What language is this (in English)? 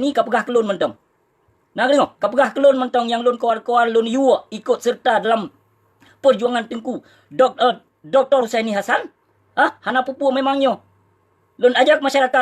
Achinese